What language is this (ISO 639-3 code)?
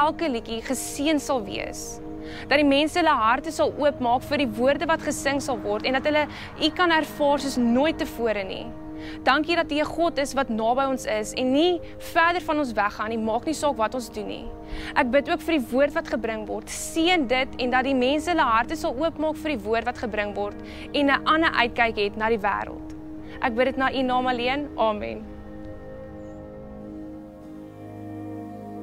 afr